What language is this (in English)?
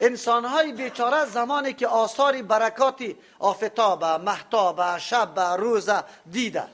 Persian